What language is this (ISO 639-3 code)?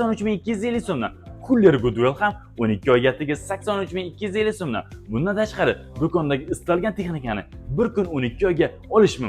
uzb